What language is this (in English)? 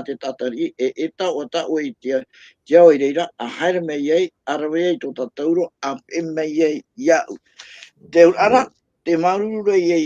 Tahitian